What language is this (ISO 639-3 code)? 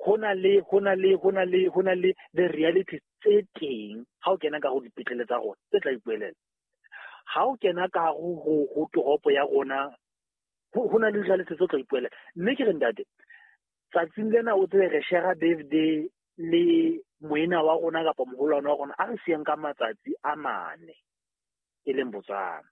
sot